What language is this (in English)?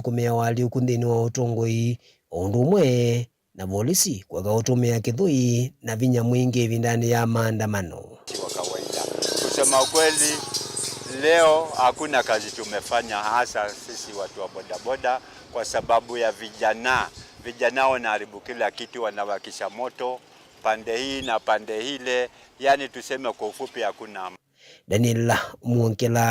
Kamba